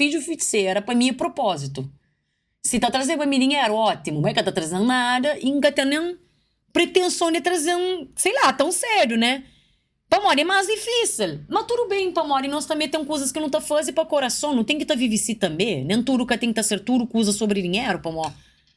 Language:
Kabuverdianu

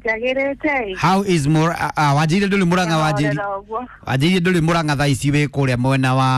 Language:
Kikuyu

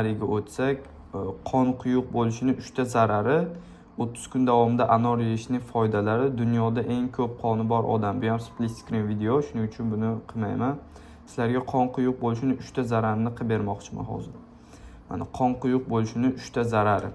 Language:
Uzbek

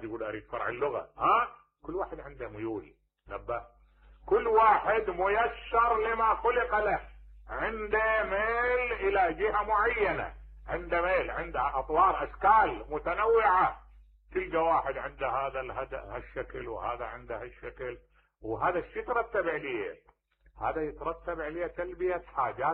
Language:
Mesopotamian Arabic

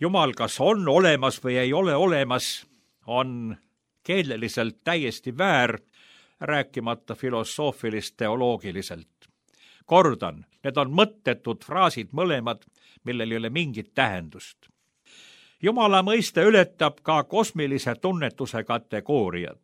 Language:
Estonian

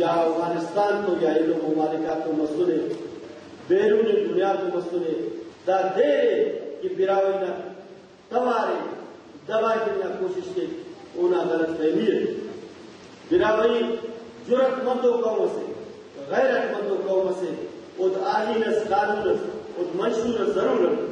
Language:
Brahui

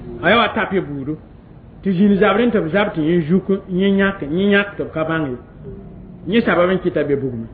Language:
Mossi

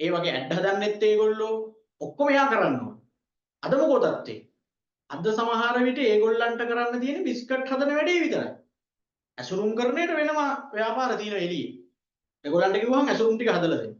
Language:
Sinhala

